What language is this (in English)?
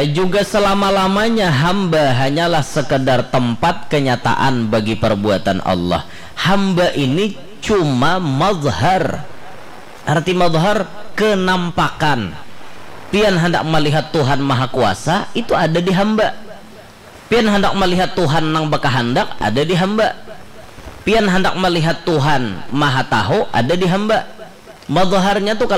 Banjar